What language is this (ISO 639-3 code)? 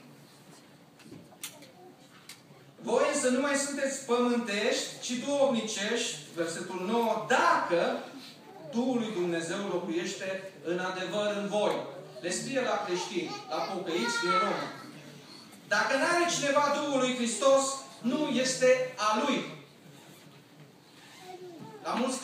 ron